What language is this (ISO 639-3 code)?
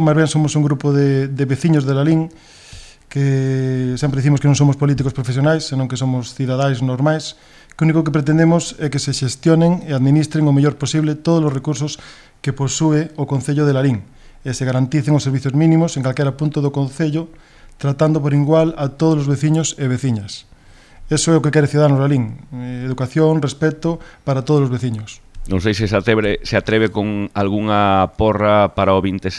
glg